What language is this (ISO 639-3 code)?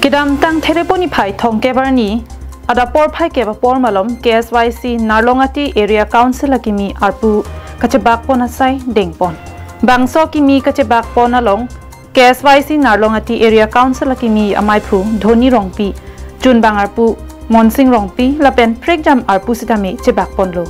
mjw